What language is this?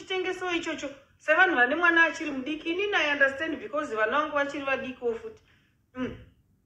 Shona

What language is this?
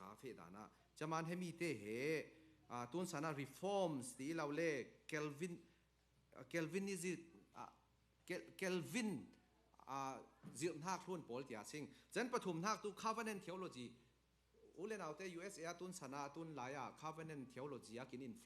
Falam Chin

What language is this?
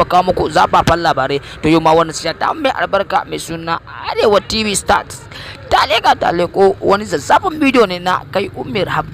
Hausa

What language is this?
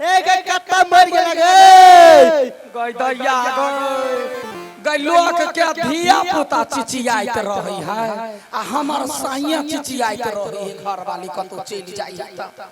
Maithili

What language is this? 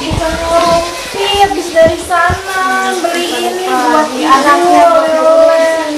Betawi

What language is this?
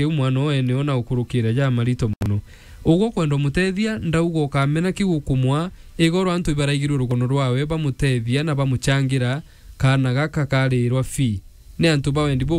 Meru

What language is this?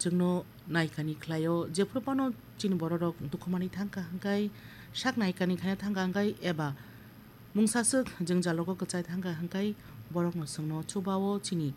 Kok Borok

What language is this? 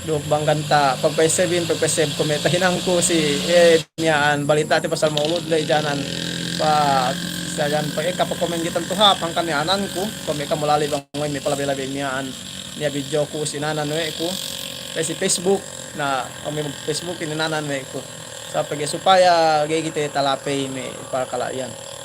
Yakan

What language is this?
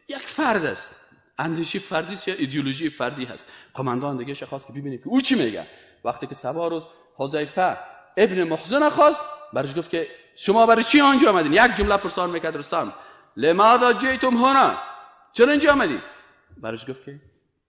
Persian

